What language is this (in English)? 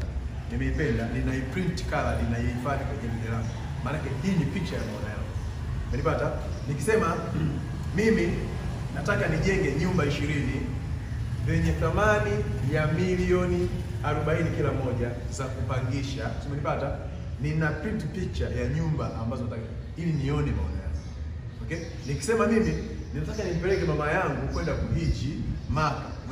Swahili